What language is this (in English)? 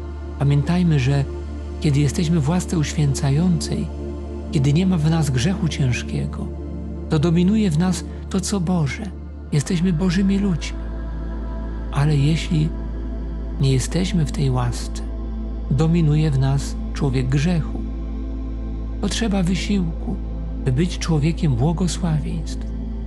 Polish